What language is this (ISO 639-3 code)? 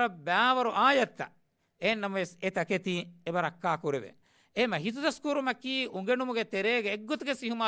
div